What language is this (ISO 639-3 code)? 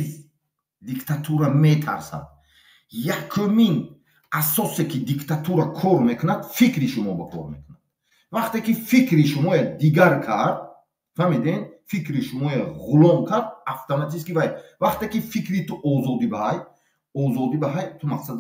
tgk